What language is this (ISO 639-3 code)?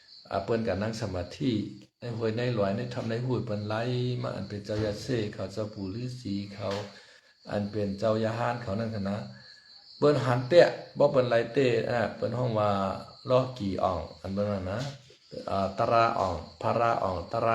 shn